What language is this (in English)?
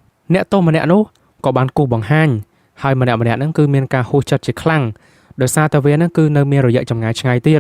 Khmer